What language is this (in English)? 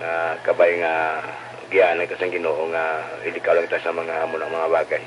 Hiligaynon